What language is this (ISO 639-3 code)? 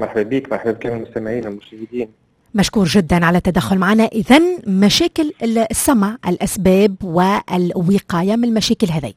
aeb